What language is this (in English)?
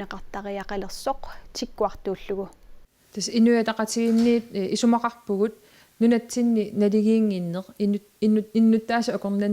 Kalaallisut